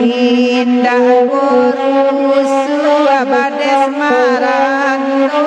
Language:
Minangkabau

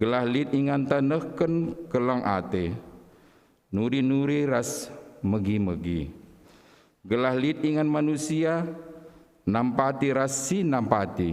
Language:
Batak Karo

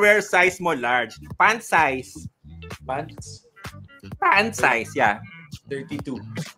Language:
Filipino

